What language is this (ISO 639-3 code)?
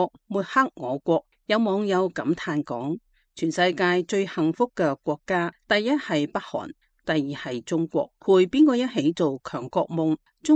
yue